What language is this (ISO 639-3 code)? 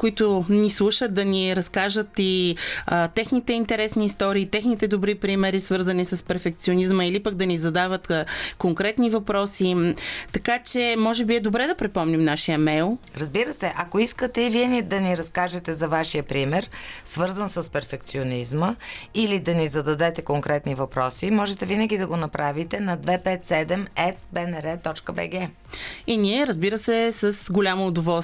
bul